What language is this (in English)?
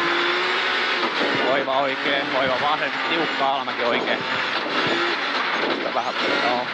Finnish